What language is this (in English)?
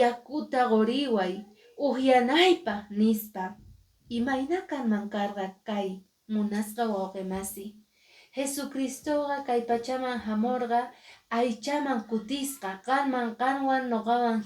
Quechua